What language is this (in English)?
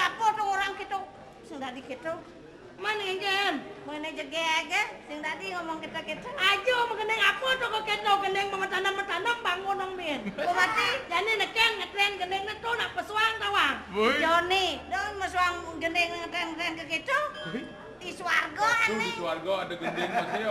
Balinese